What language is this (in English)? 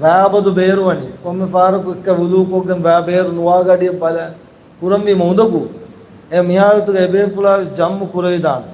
Divehi